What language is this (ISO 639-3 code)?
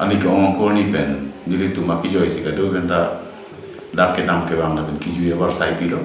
mjw